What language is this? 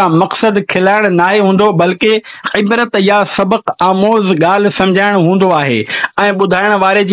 Sindhi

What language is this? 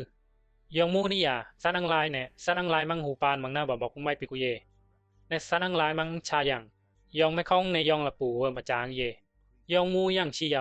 Bisu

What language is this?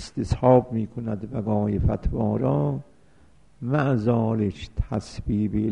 Persian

